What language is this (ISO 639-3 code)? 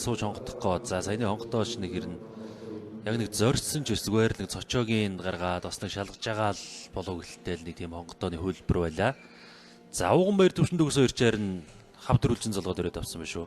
mon